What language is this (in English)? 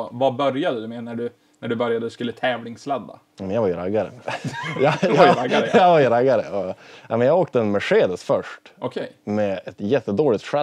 Swedish